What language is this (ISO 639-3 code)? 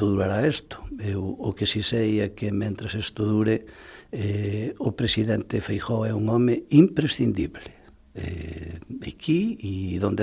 glg